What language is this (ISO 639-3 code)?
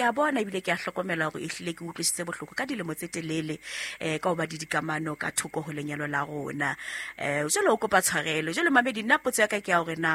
sot